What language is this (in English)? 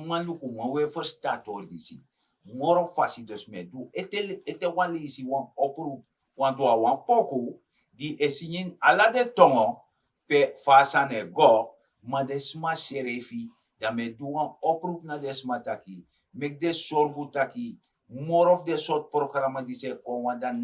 Sranan Tongo